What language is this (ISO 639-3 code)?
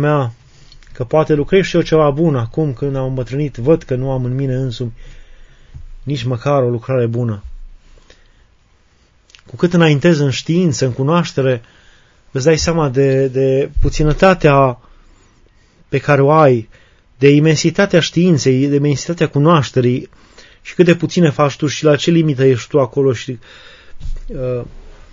ron